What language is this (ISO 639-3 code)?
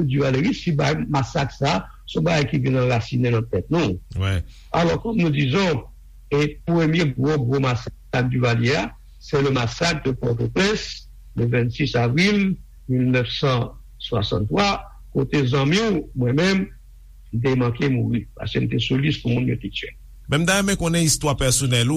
hat